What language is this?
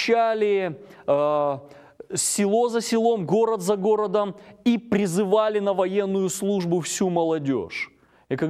Russian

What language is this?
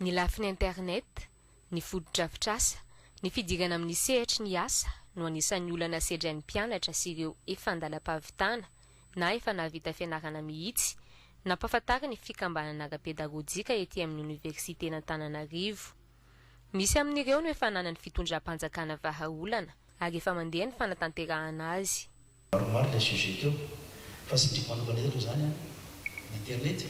Malagasy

